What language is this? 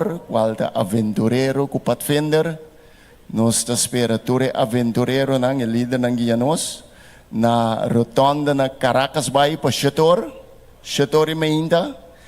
Papiamento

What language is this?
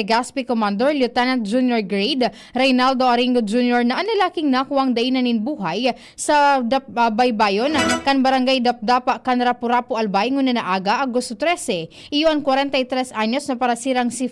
Bikol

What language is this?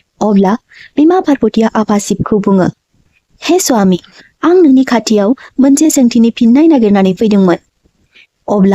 Bodo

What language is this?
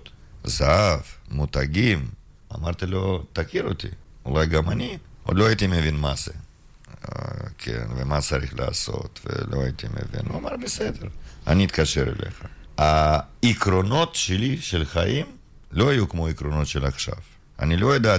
Hebrew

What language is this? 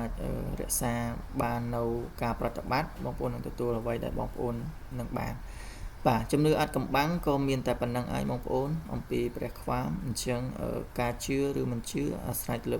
Khmer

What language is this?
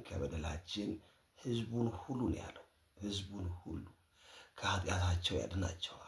Amharic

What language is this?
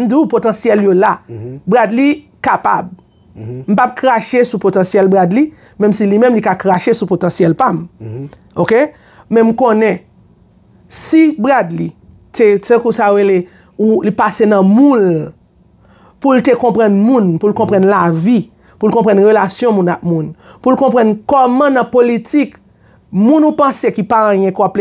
Haitian Creole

